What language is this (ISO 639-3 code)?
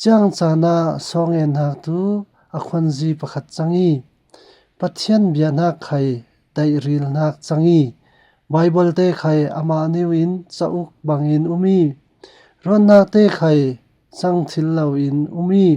cfm